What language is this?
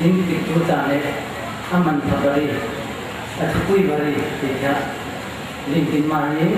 Falam Chin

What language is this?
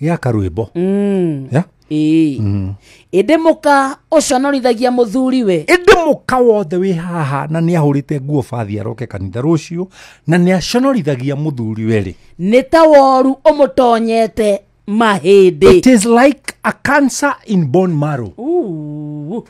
Kikuyu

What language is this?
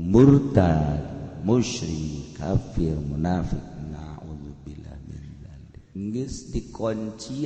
Sundanese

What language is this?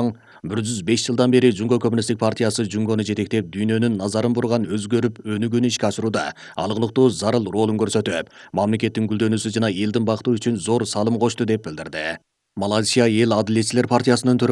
Kyrgyz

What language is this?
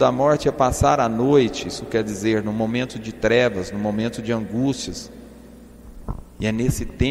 Portuguese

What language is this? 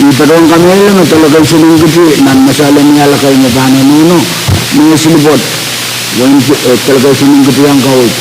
Pohnpeian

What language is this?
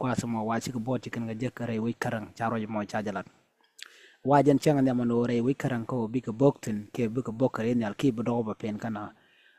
Nuer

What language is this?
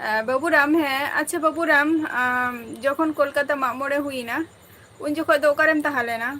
Santali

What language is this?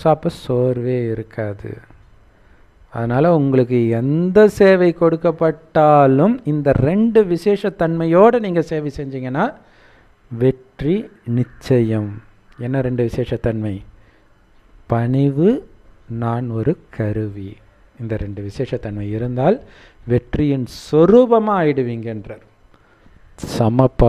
Tamil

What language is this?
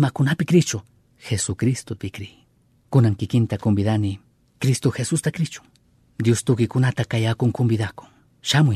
Chimborazo Highland Quichua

